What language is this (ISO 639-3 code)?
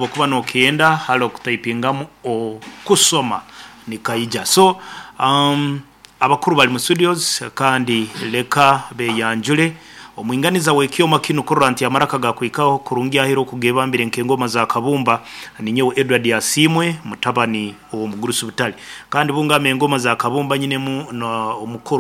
nyo